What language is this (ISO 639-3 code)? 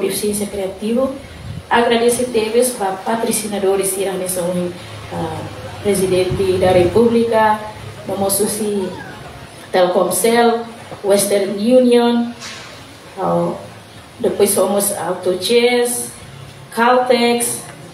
tet